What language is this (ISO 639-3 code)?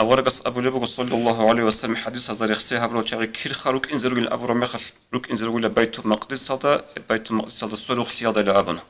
ava